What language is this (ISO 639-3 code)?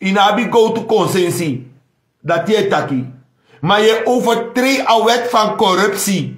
srn